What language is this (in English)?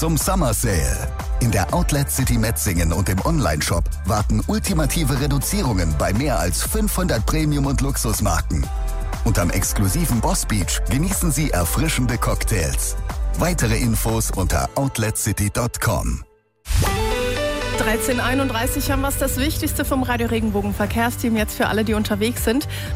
German